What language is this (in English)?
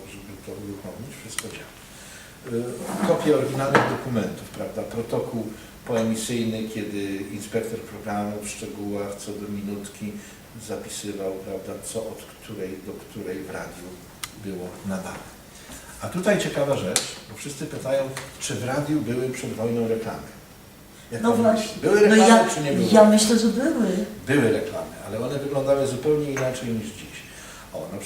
Silesian